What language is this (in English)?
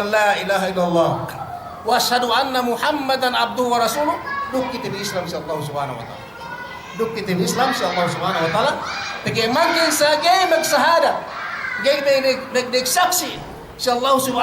Yakan